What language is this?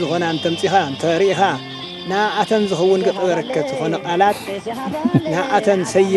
Tigrinya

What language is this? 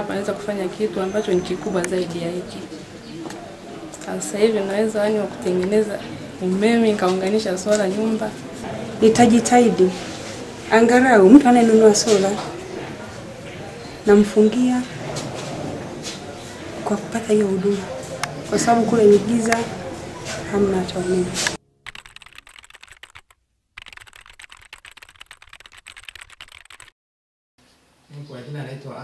Swahili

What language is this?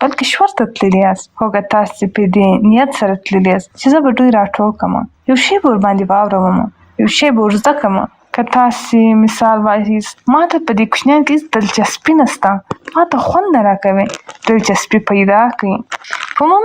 Pashto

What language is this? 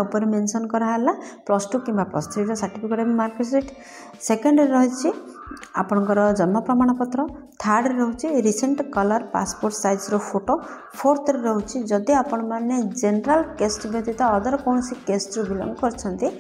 Odia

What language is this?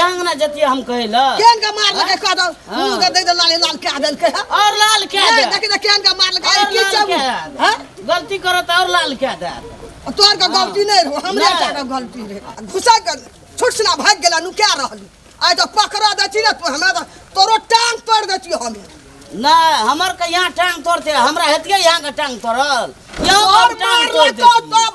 Maithili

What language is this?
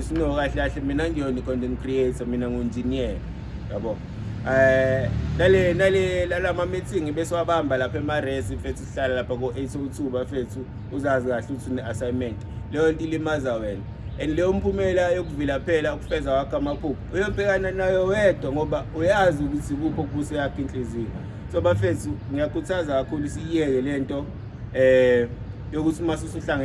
Zulu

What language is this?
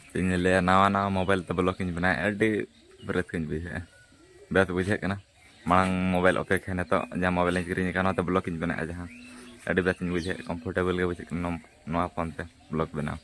Santali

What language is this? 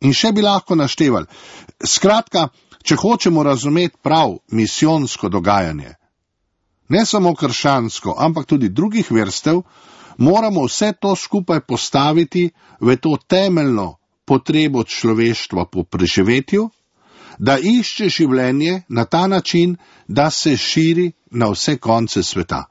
Slovenian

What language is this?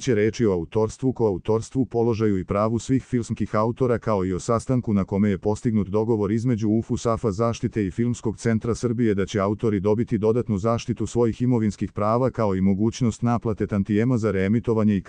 Serbian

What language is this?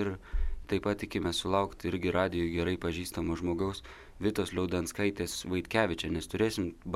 Lithuanian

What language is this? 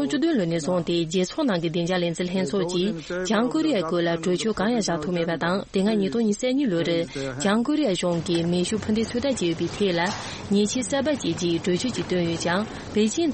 Tibetan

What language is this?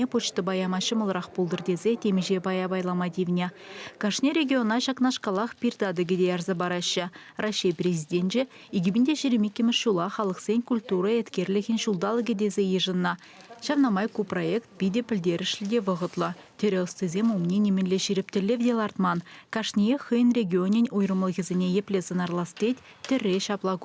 Chuvash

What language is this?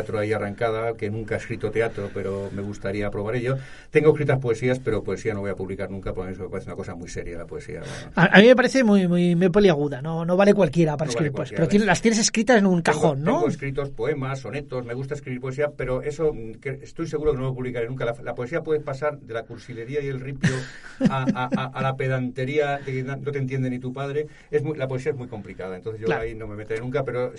Spanish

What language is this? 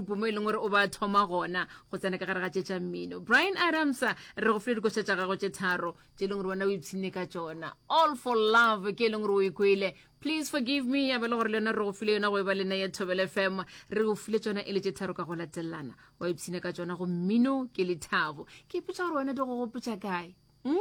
Northern Sotho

